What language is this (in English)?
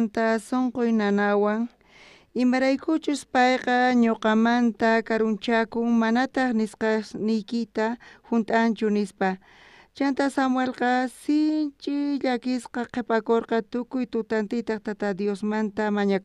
South Bolivian Quechua